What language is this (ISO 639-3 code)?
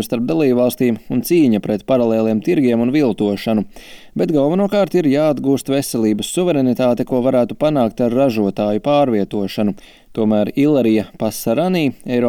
lav